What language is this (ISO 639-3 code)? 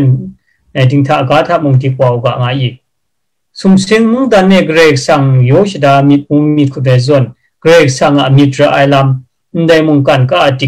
kac